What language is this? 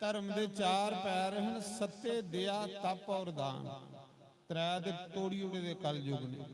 Dogri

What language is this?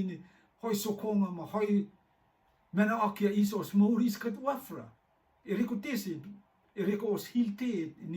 Rotuman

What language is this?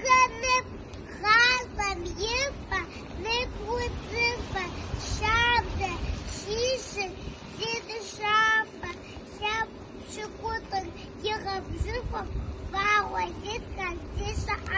Kabardian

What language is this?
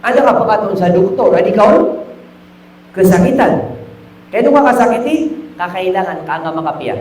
Maranao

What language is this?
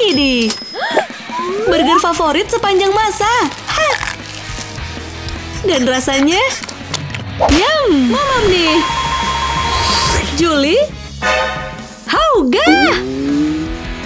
Indonesian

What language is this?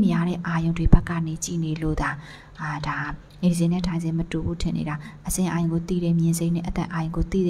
Burmese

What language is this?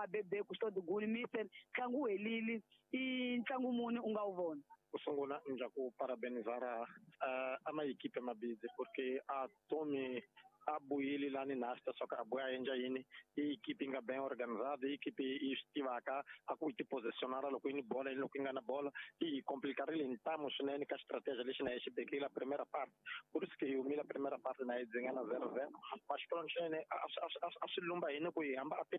Tsonga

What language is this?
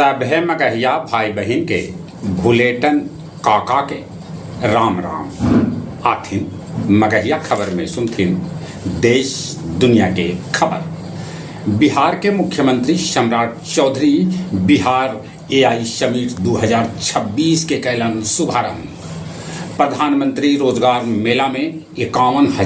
Magahi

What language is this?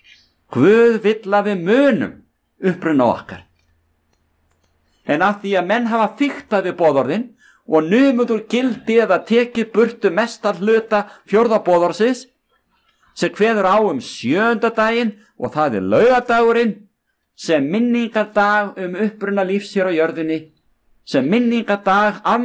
Icelandic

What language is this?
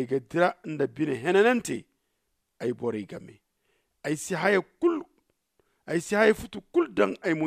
Zarma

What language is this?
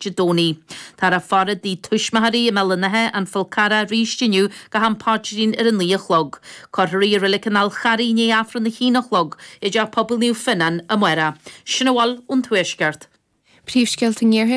Irish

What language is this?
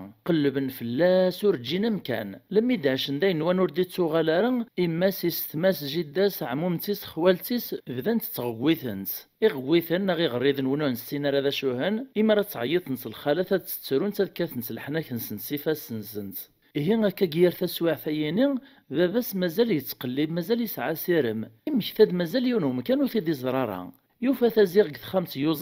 Kabyle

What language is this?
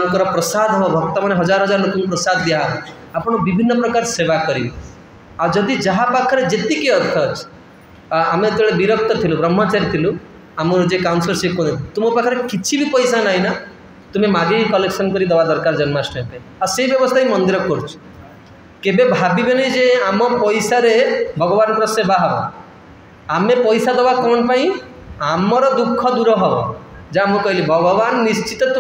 Odia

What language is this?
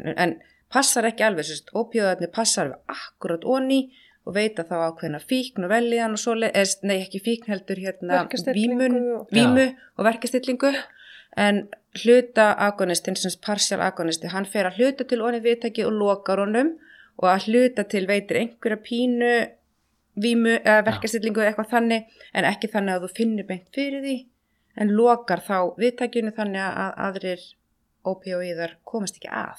Icelandic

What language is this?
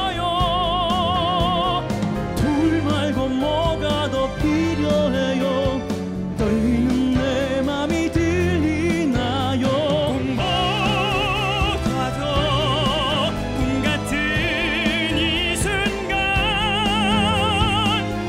Korean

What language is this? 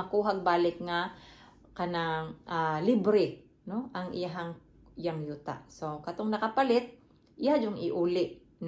Cebuano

